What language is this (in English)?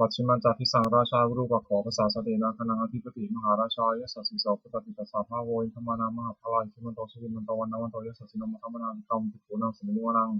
Pali